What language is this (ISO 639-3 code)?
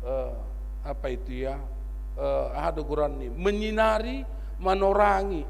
bts